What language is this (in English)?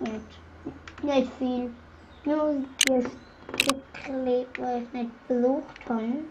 Swiss German